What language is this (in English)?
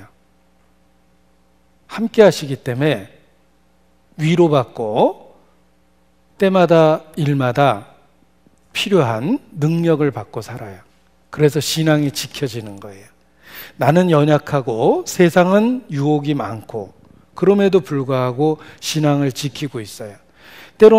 Korean